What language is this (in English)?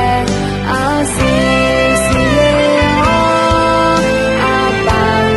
Akha